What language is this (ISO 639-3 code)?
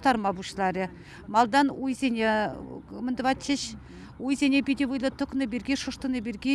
chv